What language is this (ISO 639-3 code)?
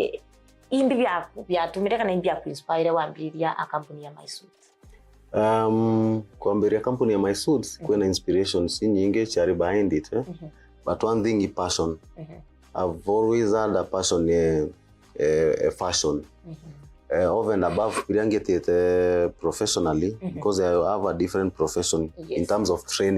mer